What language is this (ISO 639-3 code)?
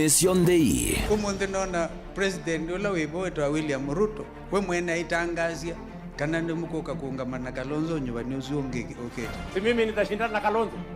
kam